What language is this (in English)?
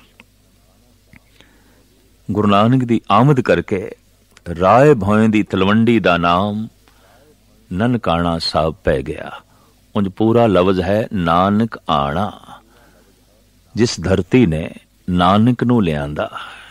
Punjabi